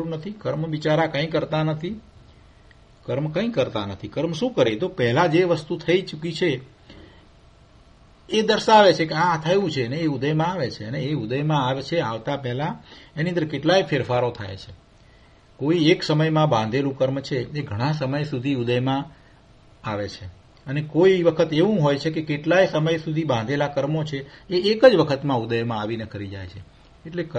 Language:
Gujarati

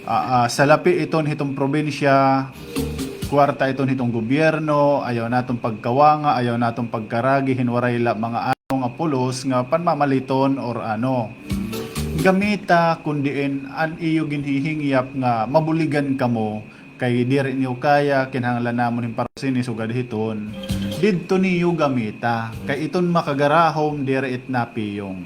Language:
Waray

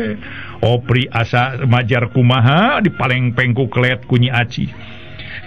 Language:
Sundanese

